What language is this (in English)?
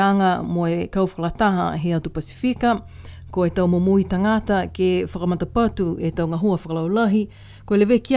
Niuean